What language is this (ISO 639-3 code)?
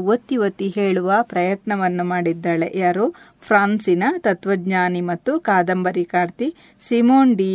kan